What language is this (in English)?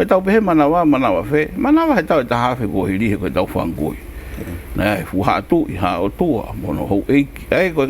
Tongan